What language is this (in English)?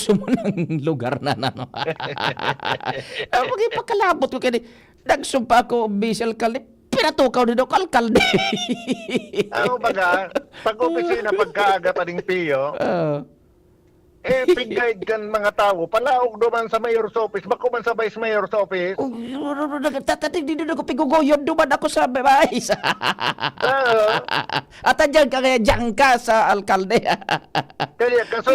Bikol